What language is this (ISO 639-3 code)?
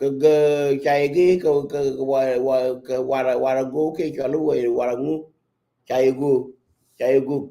nus